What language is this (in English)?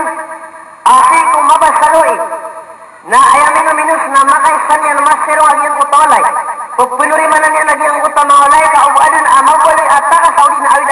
Maranao